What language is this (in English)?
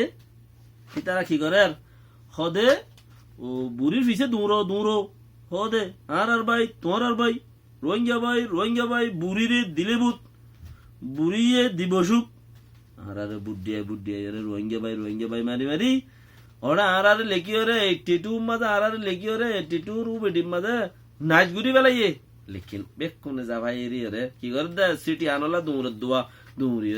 Rohingya